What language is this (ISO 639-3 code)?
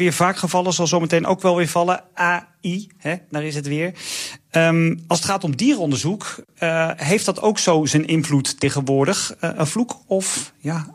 nld